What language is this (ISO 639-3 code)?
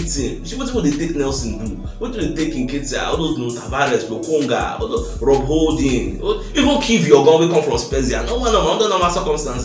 pcm